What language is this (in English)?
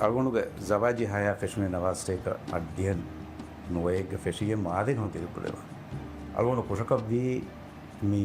Divehi